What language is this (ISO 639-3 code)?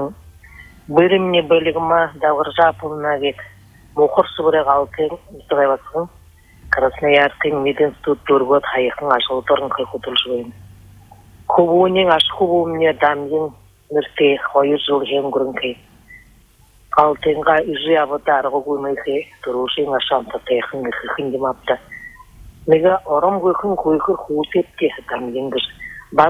bua